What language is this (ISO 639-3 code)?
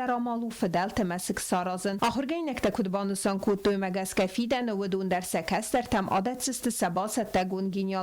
oss